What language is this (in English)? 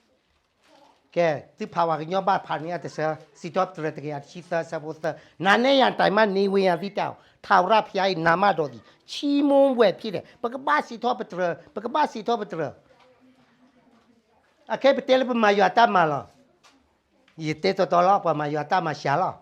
S'gaw Karen